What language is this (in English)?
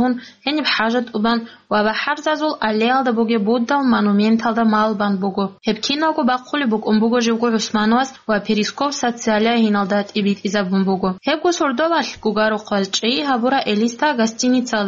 Avaric